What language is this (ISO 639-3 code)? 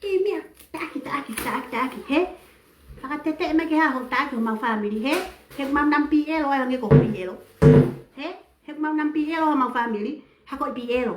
ton